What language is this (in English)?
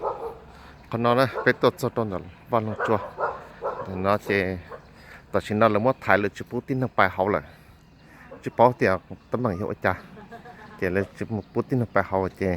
Hmong